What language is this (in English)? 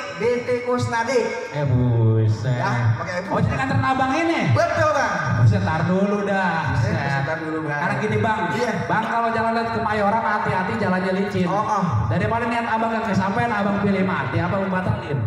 Betawi